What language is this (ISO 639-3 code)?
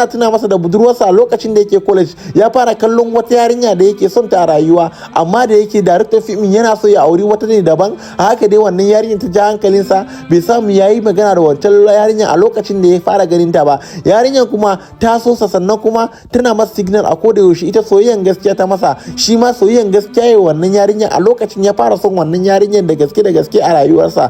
hau